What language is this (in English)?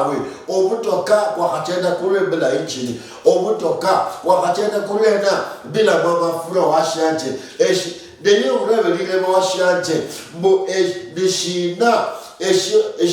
Luyia